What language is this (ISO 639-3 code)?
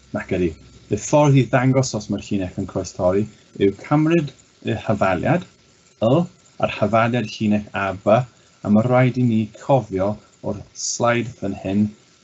cym